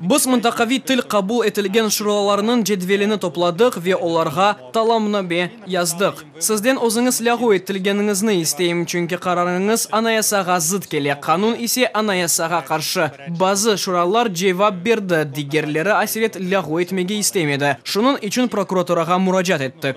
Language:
Crimean Tatar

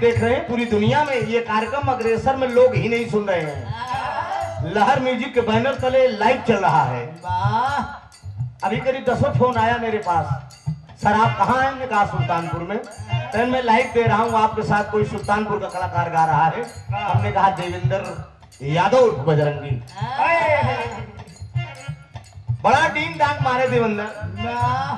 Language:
Bhojpuri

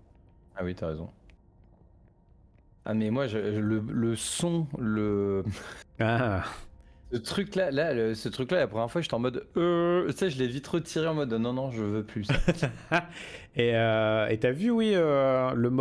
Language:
French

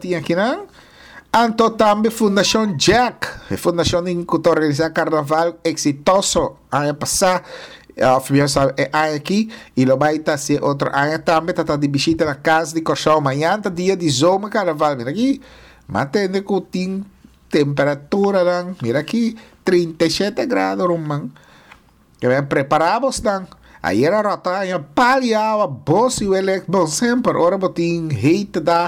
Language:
Papiamento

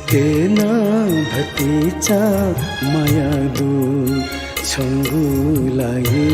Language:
Newari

